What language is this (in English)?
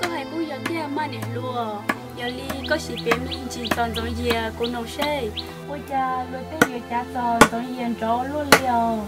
Hmong